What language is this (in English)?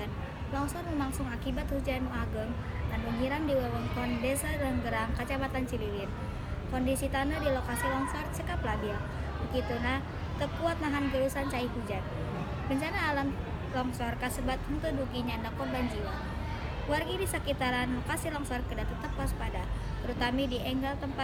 Sundanese